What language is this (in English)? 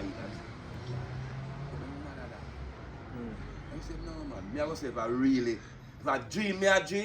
Jamaican Creole English